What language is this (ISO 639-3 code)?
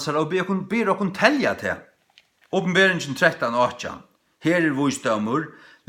fao